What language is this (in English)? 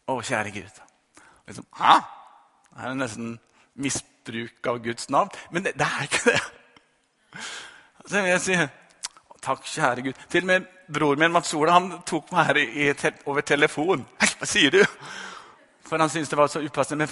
Norwegian